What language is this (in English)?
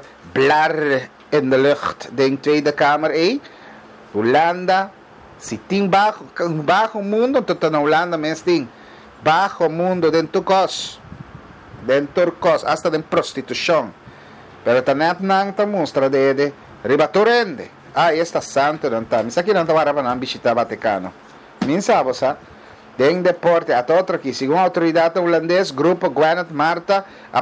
Papiamento